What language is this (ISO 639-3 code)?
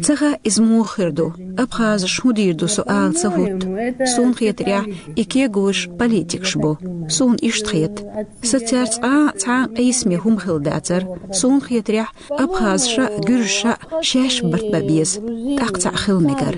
che